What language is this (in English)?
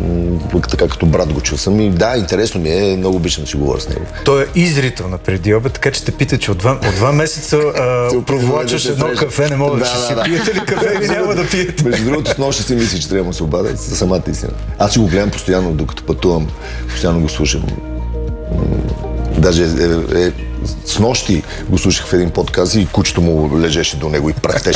Bulgarian